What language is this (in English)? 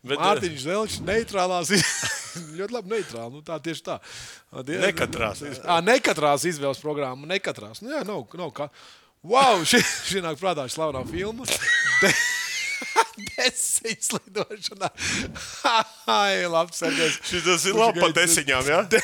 Latvian